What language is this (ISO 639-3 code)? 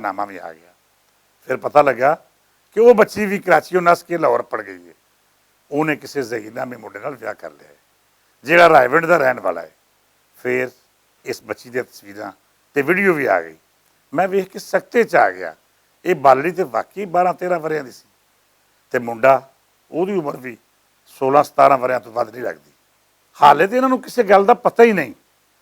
lah